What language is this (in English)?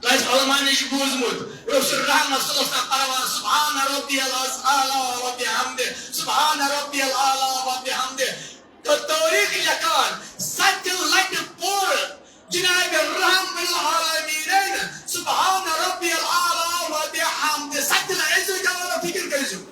Kashmiri